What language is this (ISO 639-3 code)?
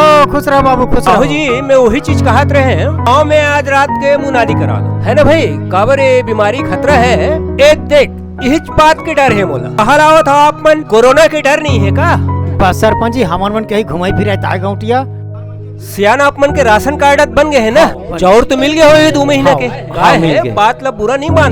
hne